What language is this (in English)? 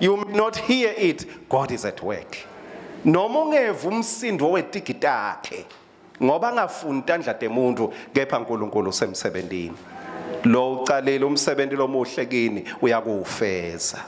Swati